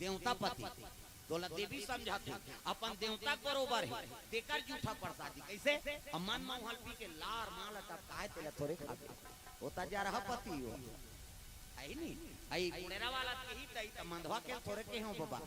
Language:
Chhattisgarhi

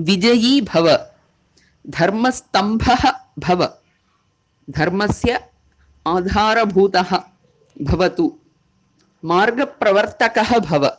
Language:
Sanskrit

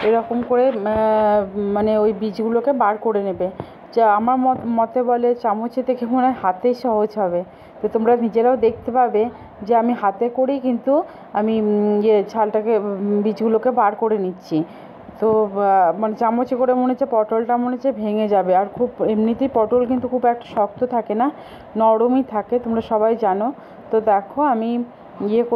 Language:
Bangla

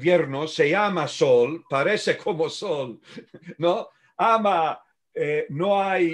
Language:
Ladino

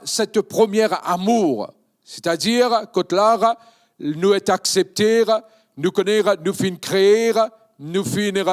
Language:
Morisyen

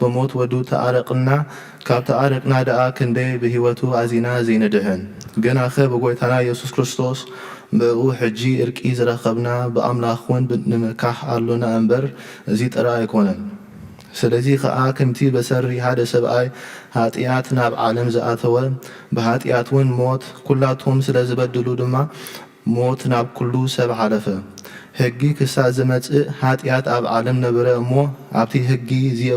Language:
Tigrinya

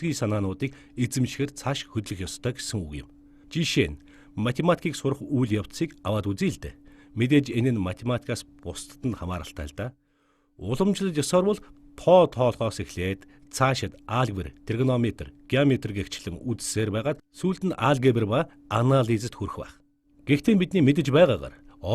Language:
Mongolian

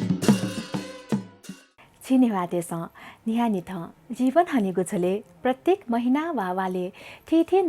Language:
Newari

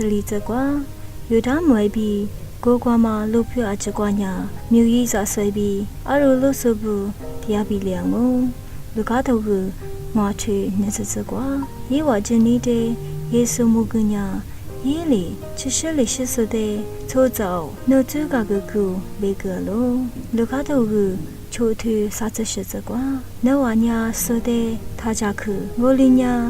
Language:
Lisu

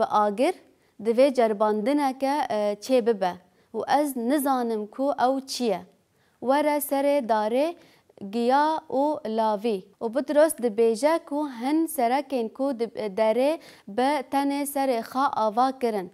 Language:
Kurdish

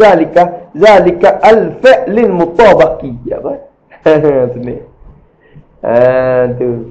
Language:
Malay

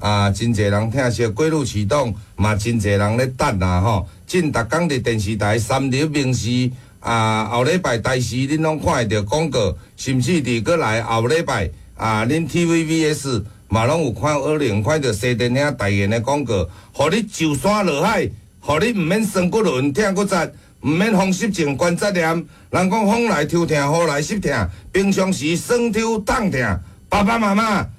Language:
Min Nan Chinese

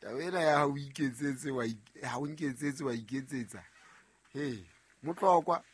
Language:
Southern Sotho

